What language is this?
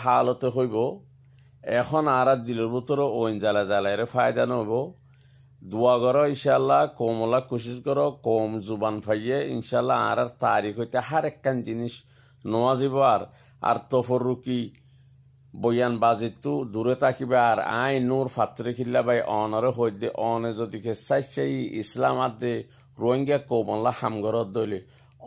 Rohingya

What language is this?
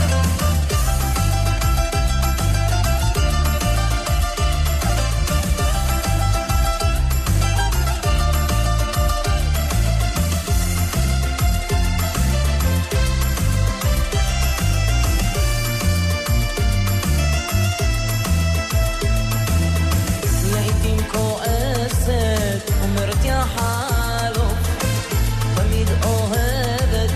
Hebrew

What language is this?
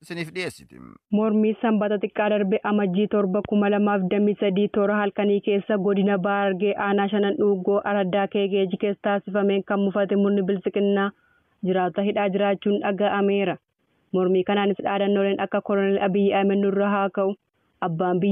Oromo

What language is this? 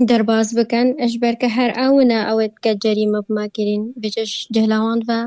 Kurdish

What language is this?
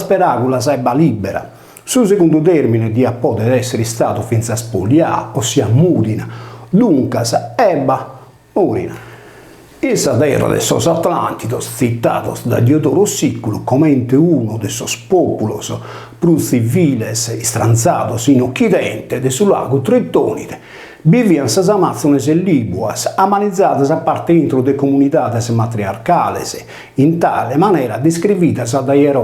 Sardinian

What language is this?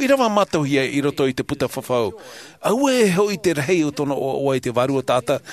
Tahitian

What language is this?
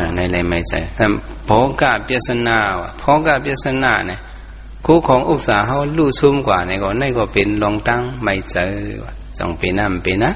Shan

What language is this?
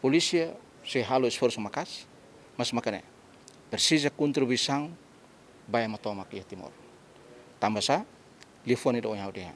Tetum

